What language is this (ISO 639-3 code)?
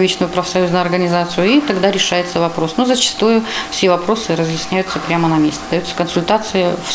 rus